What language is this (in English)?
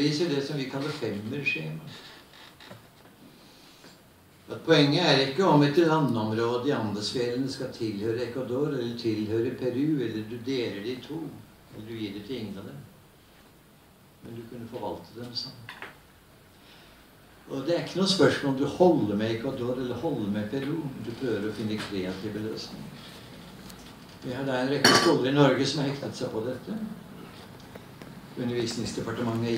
Norwegian